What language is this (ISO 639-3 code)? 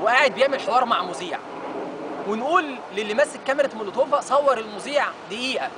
arz